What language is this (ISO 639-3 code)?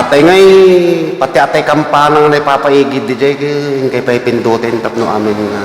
ilo